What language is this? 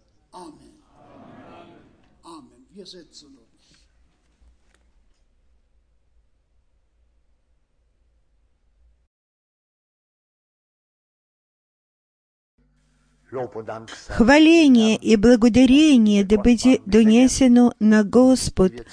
Bulgarian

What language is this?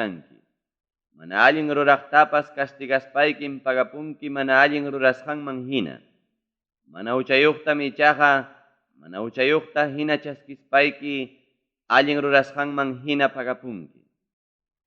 Ayacucho Quechua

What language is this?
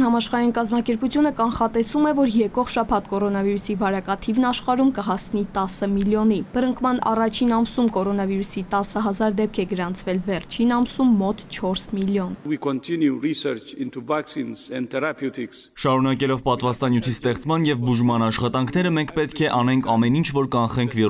Armenian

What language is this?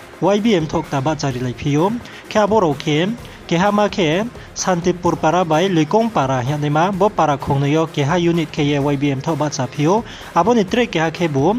Riang (India)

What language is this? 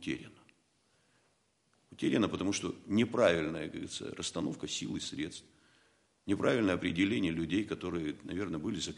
Russian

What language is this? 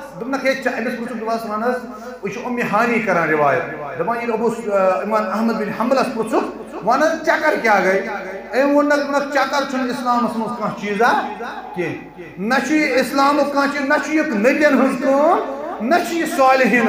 Kashmiri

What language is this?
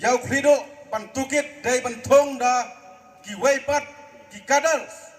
Khasi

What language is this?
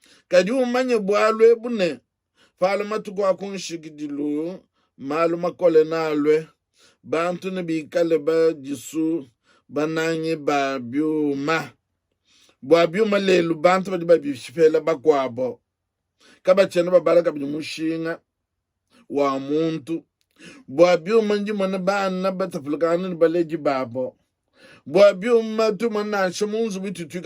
Luba-Lulua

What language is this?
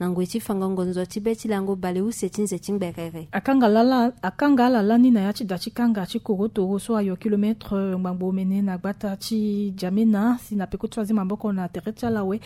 Sango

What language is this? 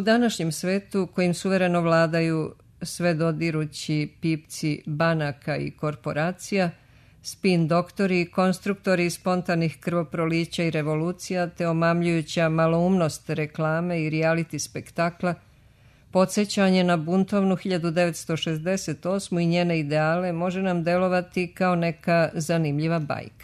Serbian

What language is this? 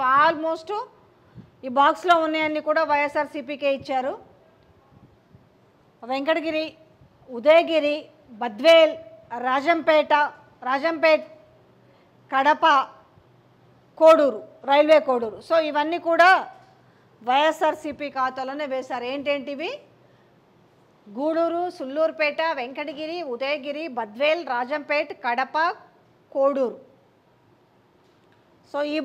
Telugu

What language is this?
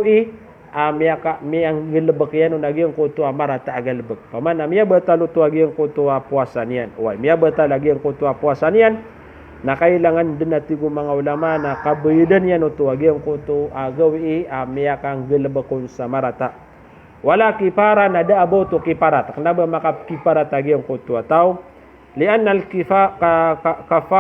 Maranao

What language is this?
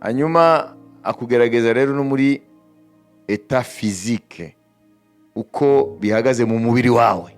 Kinyarwanda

